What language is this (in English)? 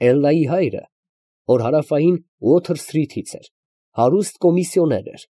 Armenian